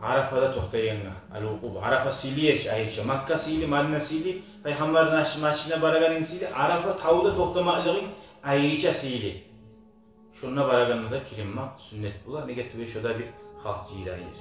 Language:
Kumyk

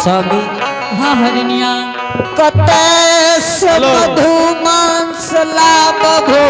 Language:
Angika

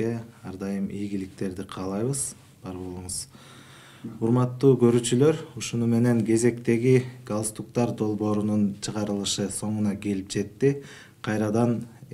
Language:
Kyrgyz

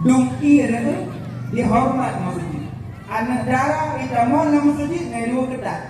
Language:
Achinese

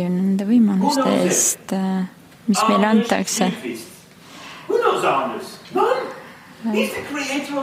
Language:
Estonian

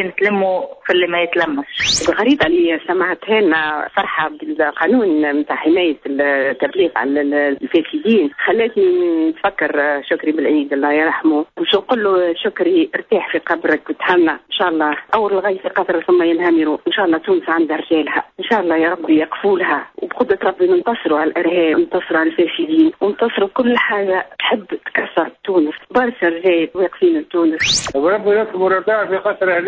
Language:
Tunisian Arabic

